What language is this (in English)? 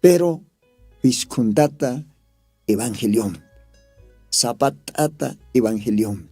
Aymara